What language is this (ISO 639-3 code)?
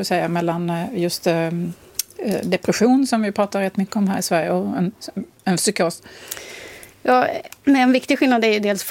swe